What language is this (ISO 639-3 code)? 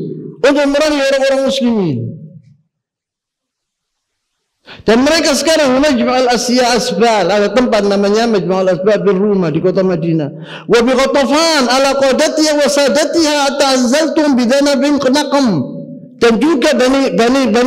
ind